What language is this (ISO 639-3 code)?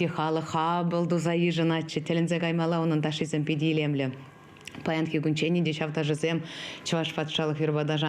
chv